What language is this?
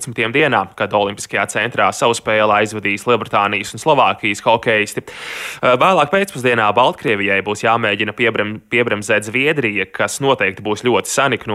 Latvian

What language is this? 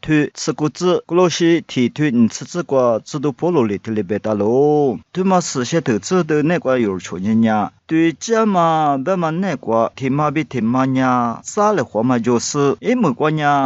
Lisu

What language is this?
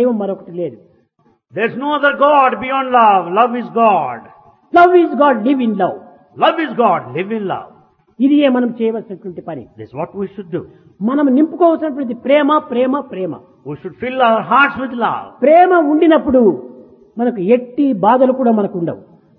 Telugu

